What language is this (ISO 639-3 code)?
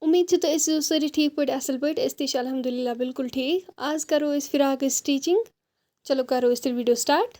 kas